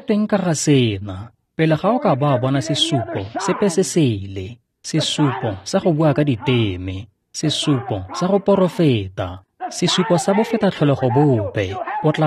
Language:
Tswana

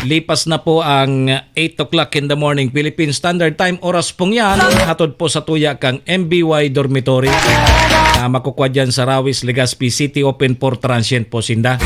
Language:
Bikol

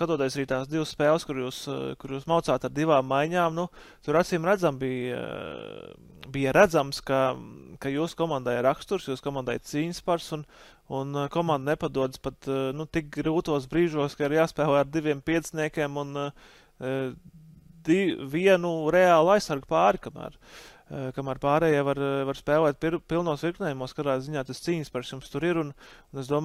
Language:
Latvian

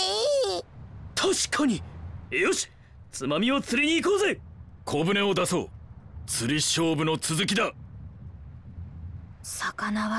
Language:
Japanese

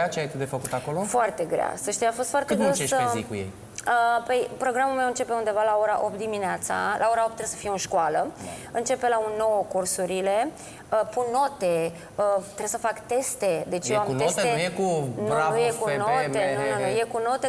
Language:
Romanian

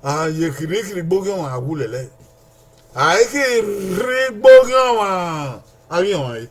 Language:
Bini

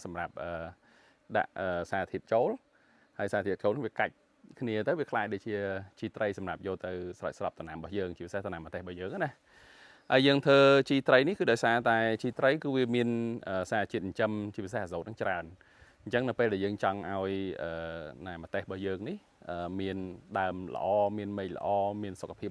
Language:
Khmer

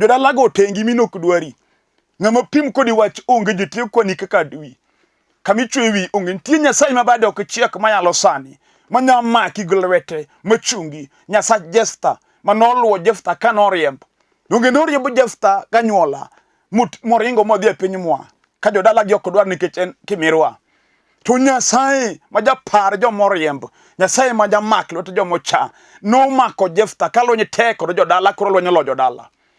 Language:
Luo (Kenya and Tanzania)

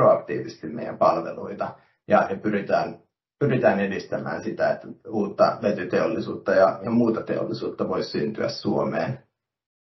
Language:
Finnish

